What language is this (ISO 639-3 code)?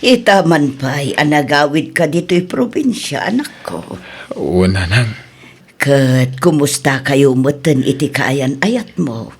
ilo